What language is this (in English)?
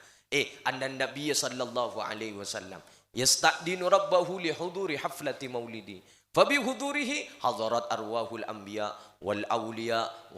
Madurese